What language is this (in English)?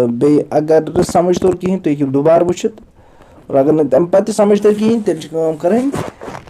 Kashmiri